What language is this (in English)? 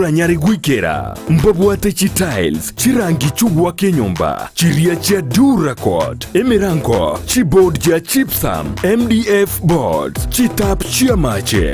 Gusii